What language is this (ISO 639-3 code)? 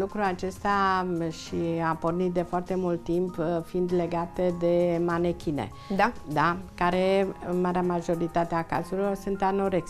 ron